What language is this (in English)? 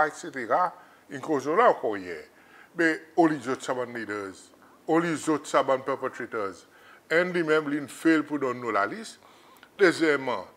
Seselwa Creole French